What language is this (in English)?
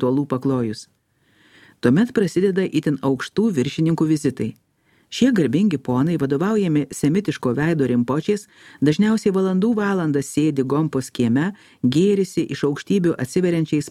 Lithuanian